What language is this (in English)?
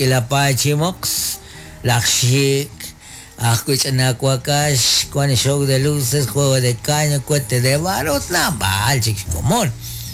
Kekchí